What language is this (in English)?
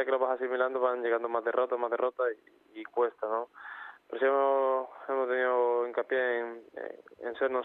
Spanish